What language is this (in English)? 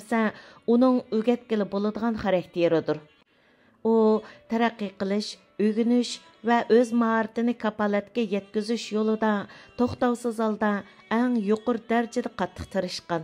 Uyghur